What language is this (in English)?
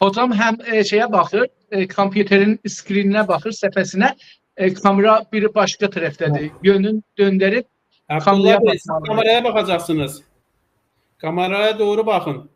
South Azerbaijani